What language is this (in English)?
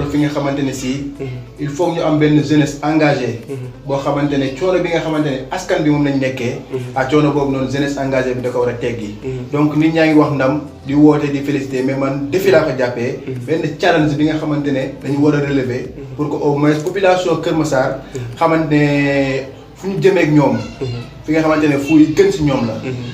Wolof